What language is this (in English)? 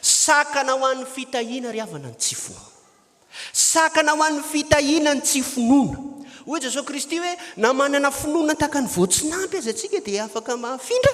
Malagasy